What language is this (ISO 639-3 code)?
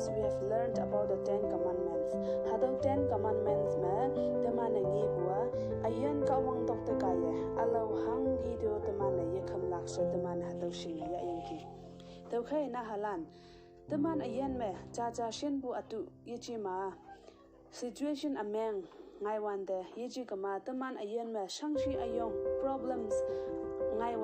nbe